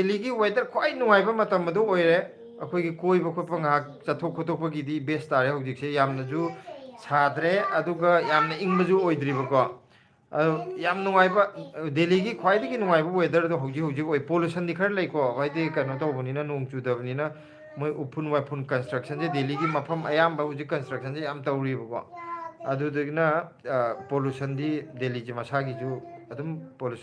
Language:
Manipuri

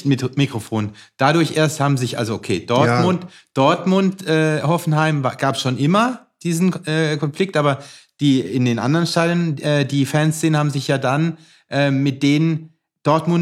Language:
German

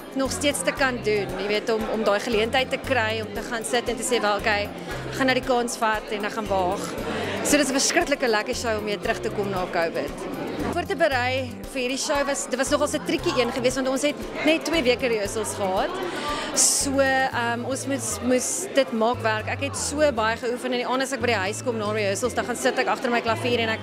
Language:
Afrikaans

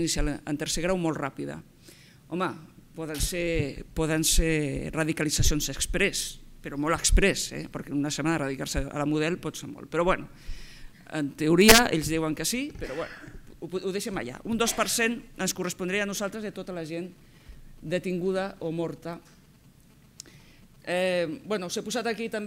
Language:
Catalan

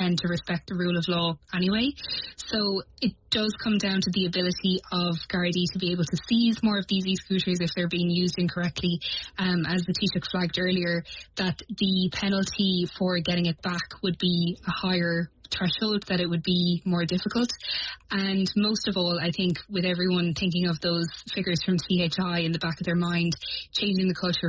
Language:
English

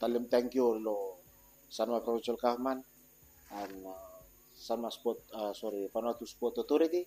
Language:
Bislama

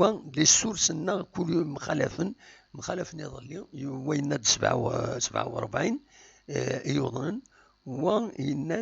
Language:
Kabyle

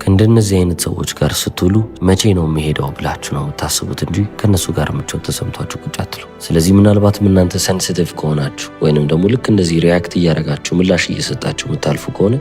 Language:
Amharic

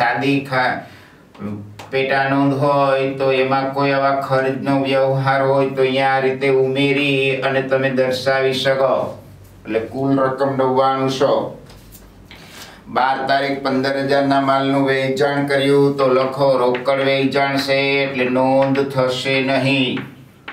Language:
Gujarati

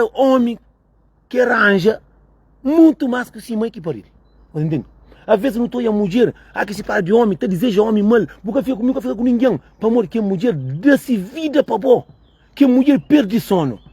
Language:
Kabuverdianu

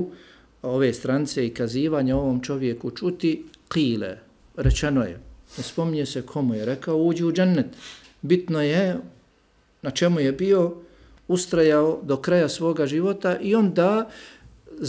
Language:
Bosnian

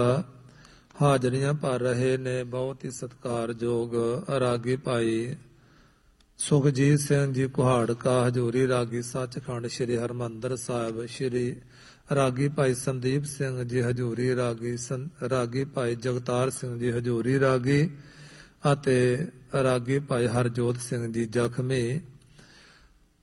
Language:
Punjabi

